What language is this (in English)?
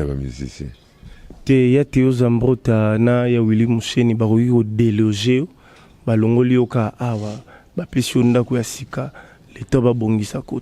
Lingala